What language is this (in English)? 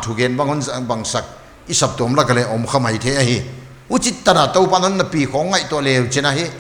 Paite Chin